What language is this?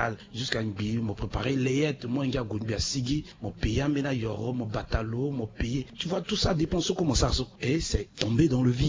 Sango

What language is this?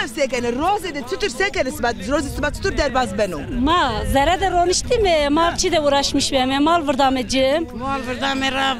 Zaza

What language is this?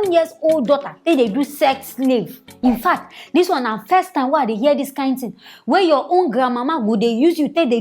Nigerian Pidgin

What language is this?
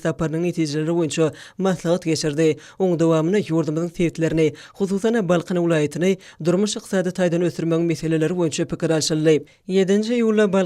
Turkmen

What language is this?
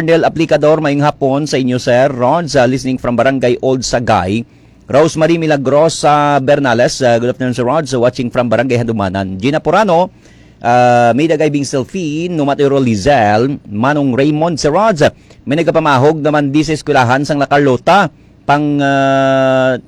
Hiligaynon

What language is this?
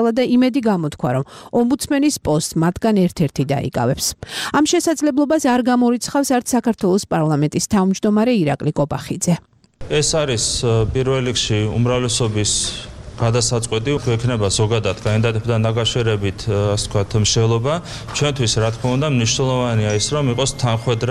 Georgian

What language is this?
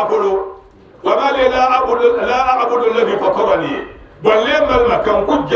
Dagbani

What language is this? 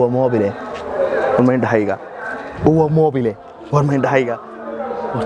Somali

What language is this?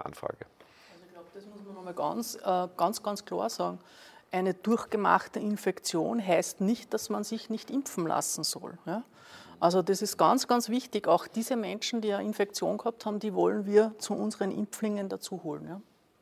German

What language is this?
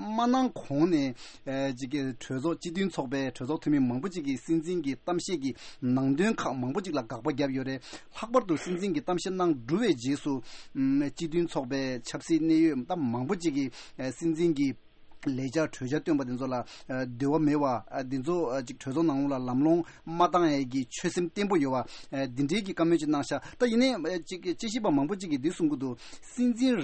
Tibetan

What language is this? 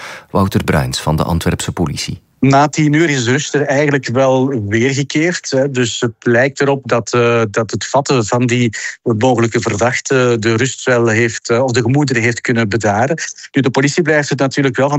Dutch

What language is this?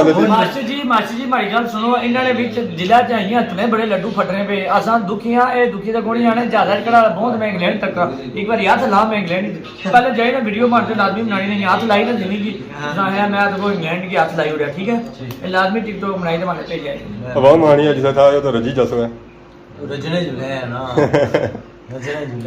Pahari-Potwari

